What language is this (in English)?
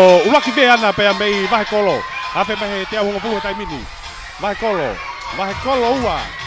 Tongan